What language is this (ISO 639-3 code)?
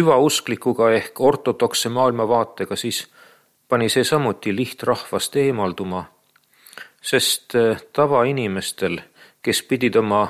est